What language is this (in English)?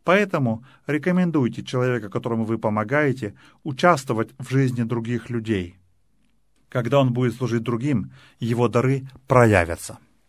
Russian